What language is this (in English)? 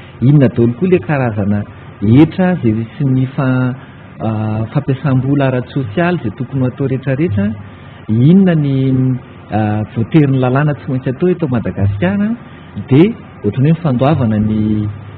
Malagasy